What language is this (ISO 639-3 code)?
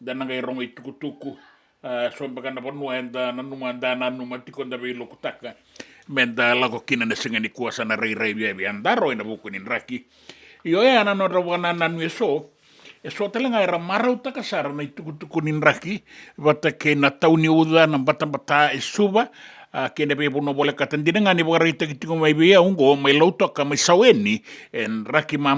fij